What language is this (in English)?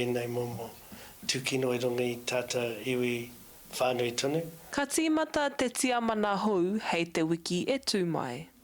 Māori